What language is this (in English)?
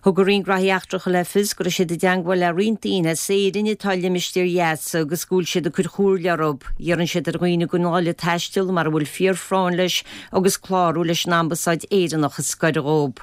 Irish